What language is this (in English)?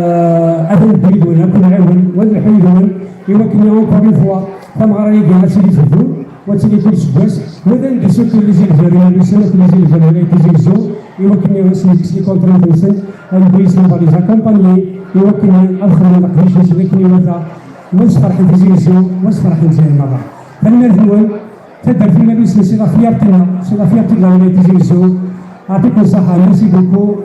Kabyle